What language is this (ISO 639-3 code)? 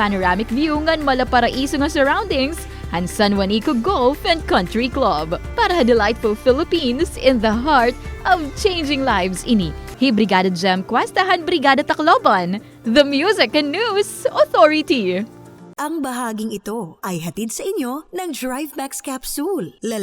war